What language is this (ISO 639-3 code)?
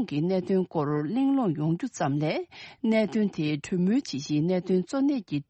bod